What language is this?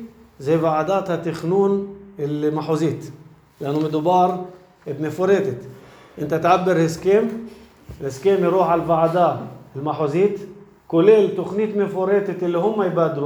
North Levantine Arabic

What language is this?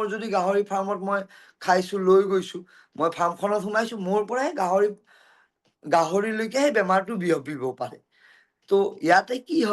Assamese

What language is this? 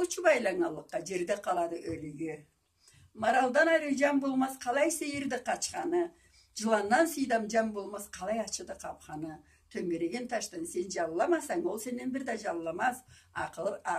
Karachay-Balkar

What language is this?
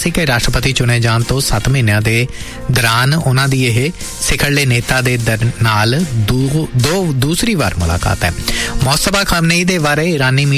Punjabi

